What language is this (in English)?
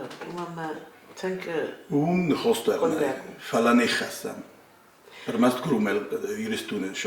Ossetic